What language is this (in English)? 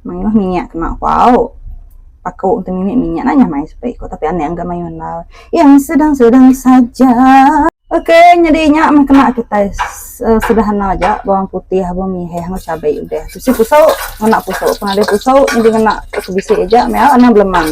Iban